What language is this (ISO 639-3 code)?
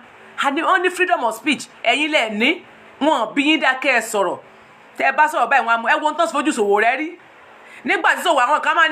yor